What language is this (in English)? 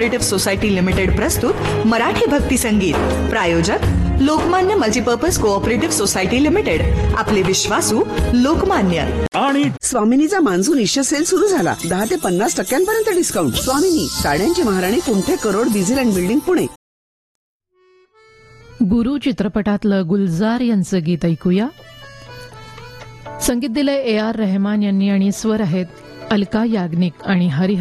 Marathi